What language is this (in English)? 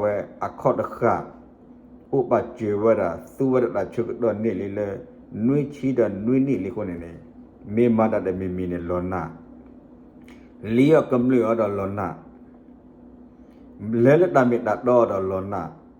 S'gaw Karen